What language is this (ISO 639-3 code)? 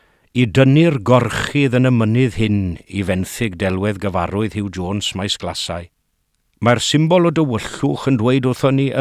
cym